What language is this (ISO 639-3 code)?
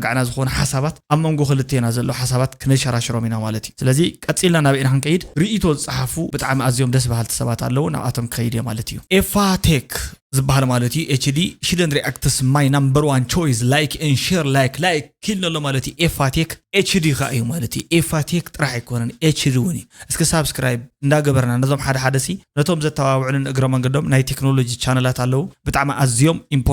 tir